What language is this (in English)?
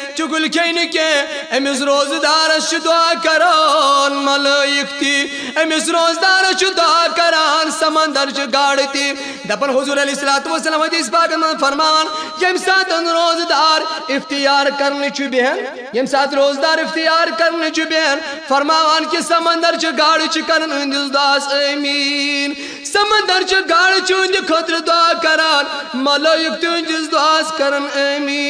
Kashmiri